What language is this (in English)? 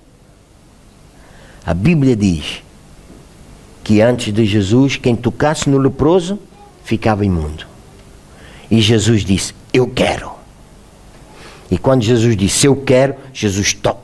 Portuguese